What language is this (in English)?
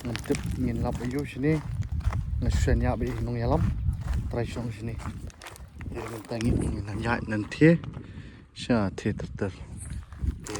Khasi